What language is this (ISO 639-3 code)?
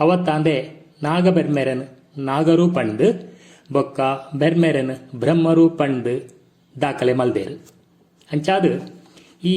tcy